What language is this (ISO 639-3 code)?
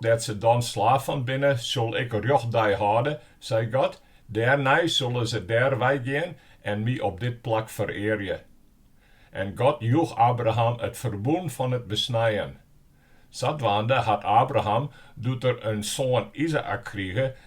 fry